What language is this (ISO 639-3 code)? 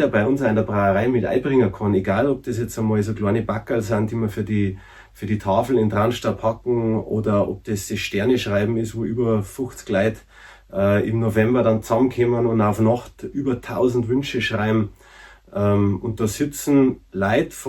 bar